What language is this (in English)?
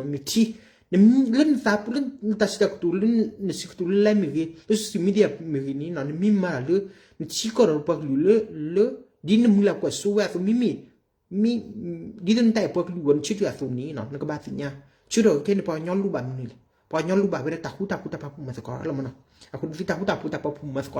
S'gaw Karen